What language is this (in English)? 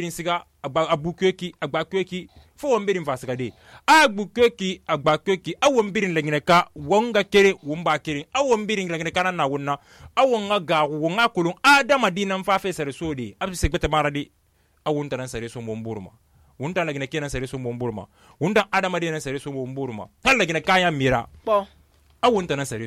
Susu